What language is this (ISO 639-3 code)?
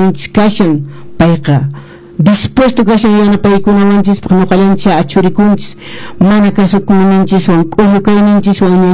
que